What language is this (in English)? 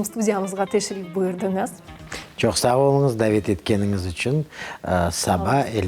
Crimean Tatar